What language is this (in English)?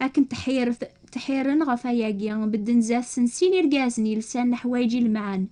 Kabyle